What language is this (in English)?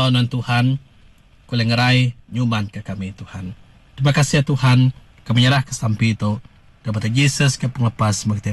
Iban